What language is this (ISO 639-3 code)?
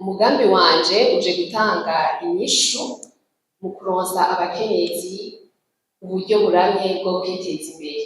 run